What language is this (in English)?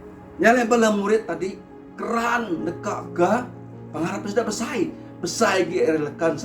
Iban